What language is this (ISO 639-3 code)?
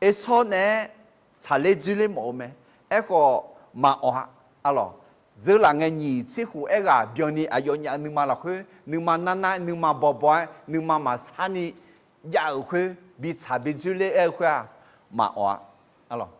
ahk